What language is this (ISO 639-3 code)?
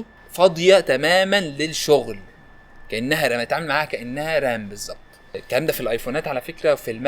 arz